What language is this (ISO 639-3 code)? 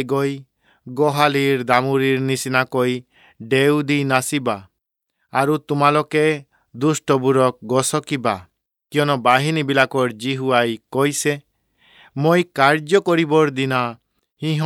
asm